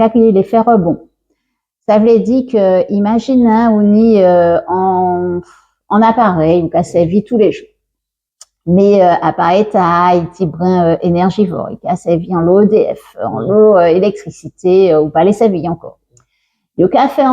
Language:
Guadeloupean Creole French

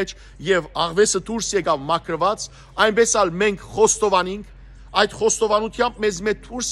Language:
Western Armenian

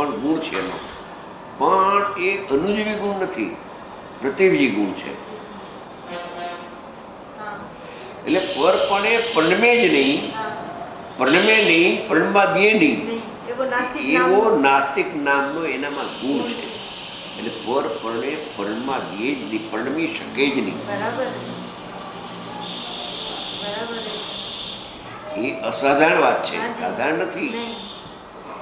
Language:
Gujarati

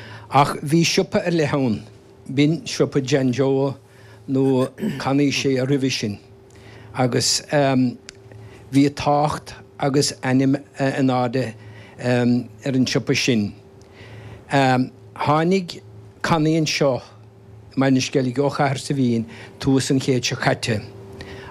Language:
Irish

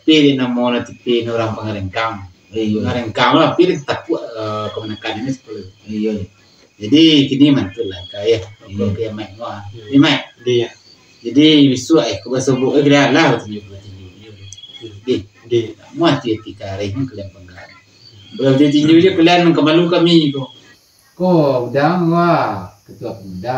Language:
Minangkabau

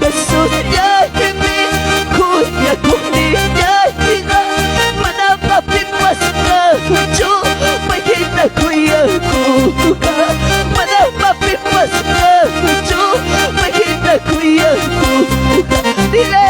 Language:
Ayacucho Quechua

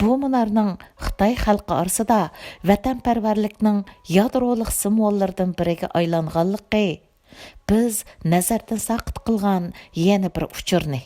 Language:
Uyghur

